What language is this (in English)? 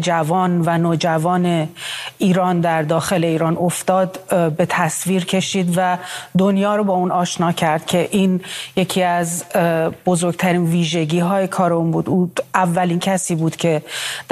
Persian